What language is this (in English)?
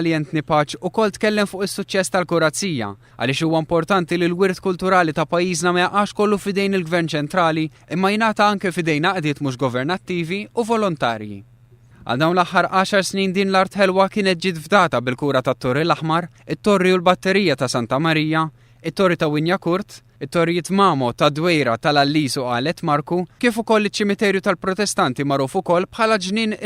Maltese